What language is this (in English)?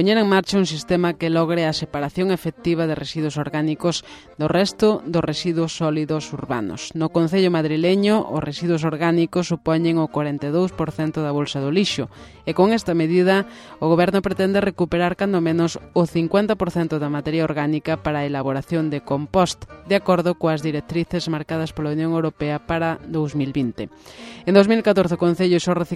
Galician